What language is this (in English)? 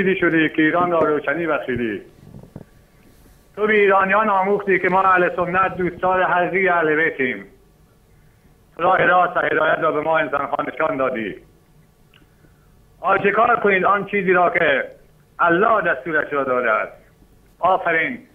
Persian